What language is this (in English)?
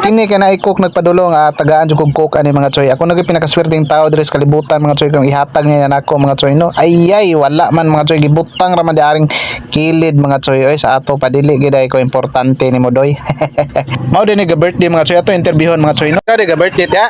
Cebuano